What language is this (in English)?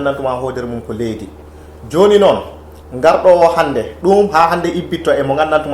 Fula